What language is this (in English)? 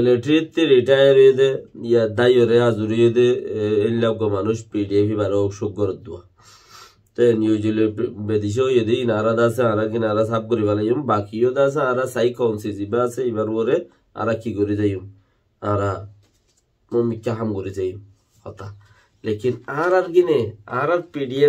Rohingya